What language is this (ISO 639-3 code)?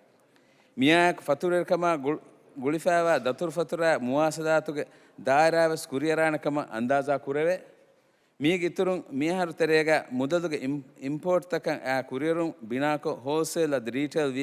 div